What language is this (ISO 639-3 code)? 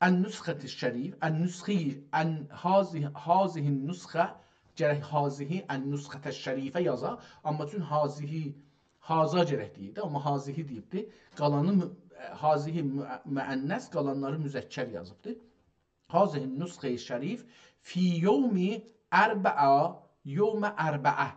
azb